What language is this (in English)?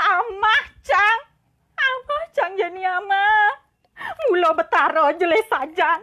Balinese